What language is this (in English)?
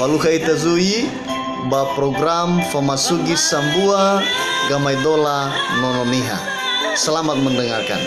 Nias